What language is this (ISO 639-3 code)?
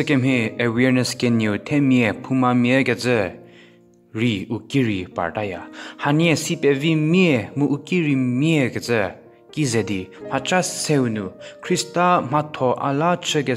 njm